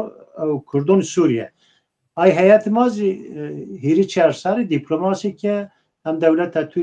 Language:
Zaza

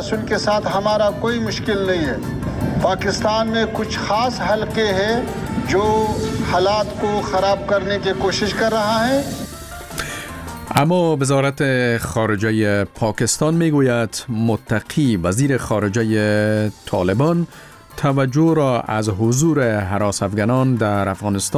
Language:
Persian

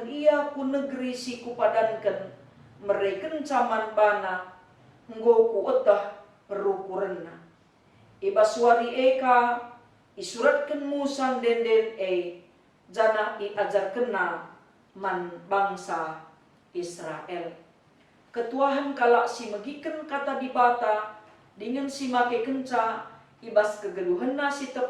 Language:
Batak Karo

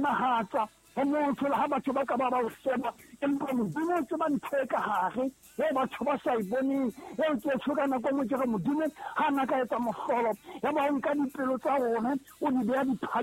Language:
Southern Sotho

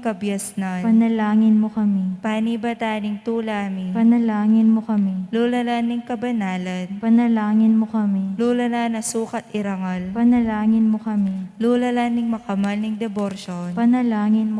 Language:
Pampanga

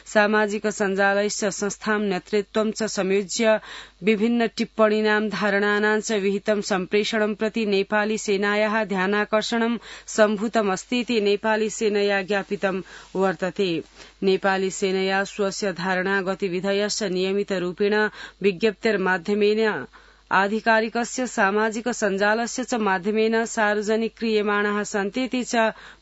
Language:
Sanskrit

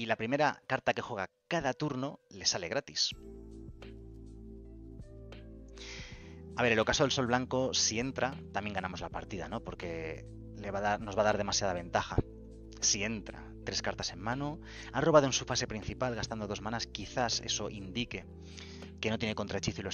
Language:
Spanish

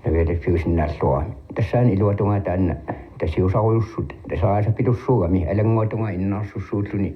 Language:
Kalaallisut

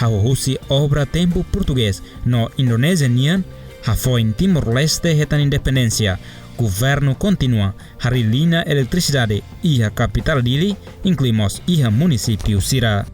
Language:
Tetum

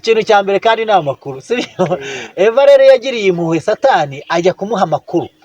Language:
Kinyarwanda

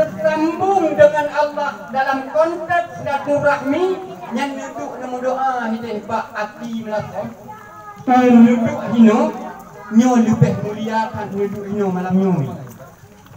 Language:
Achinese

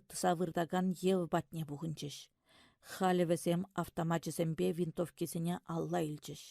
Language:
Chuvash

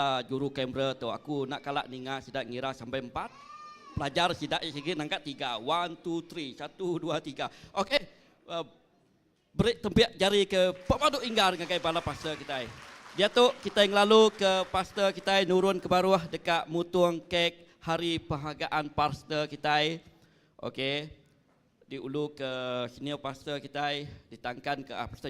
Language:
Iban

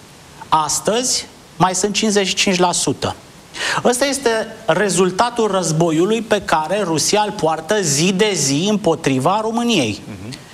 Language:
Romanian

